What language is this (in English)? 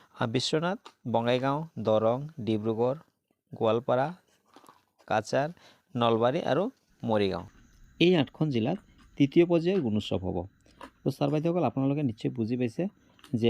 Assamese